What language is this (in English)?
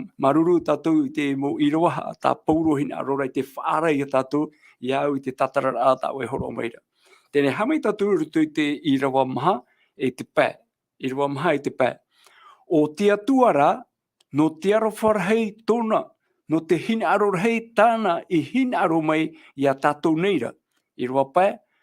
Tahitian